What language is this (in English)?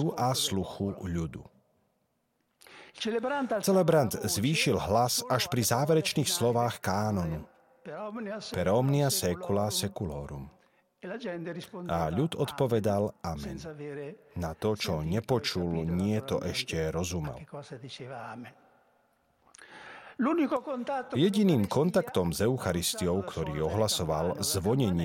Slovak